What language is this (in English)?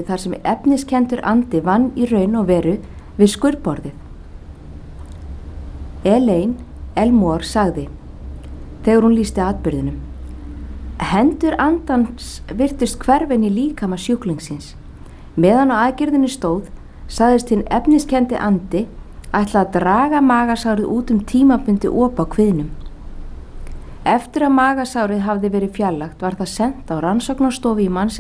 Icelandic